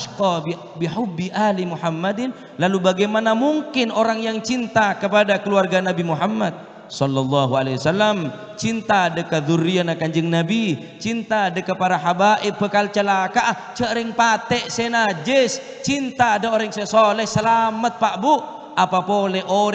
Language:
Madurese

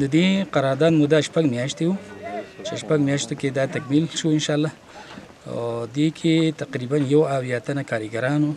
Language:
Pashto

